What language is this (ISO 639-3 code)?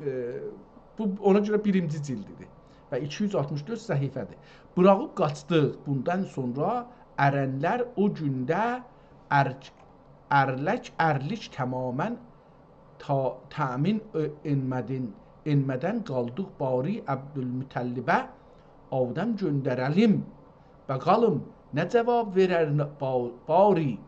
azb